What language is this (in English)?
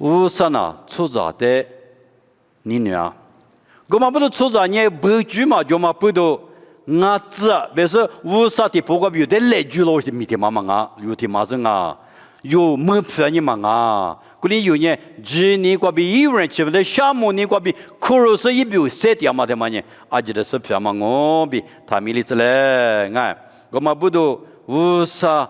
Lisu